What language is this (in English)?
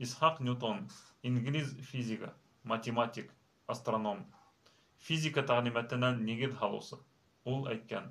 Bashkir